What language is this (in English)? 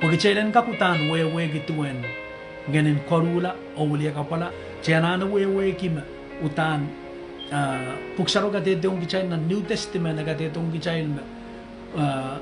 Pohnpeian